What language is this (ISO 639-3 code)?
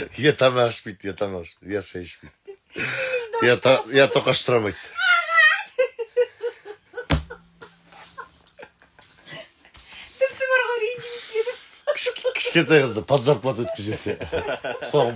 kaz